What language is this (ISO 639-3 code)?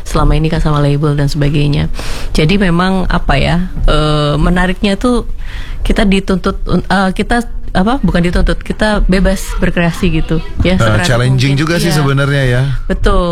ind